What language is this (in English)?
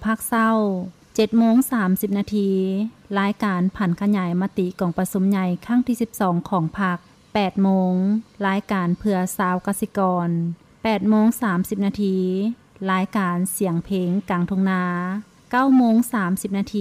Lao